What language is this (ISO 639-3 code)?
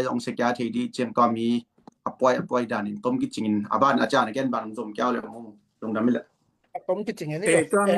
ctd